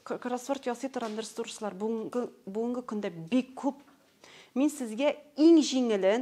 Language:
Tatar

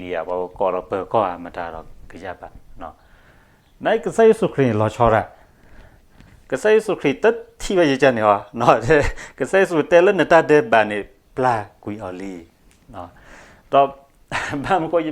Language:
S'gaw Karen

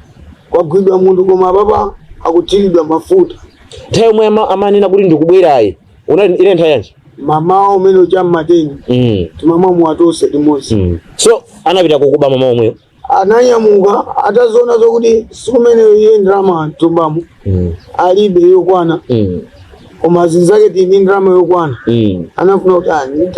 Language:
Nyanja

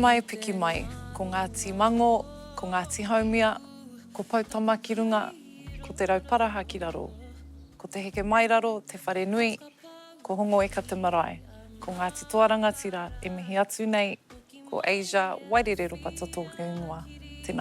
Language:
Māori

